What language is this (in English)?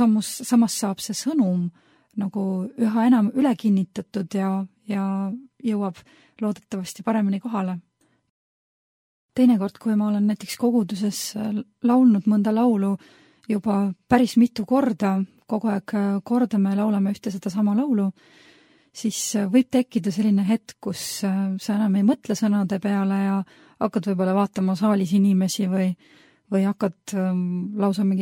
Estonian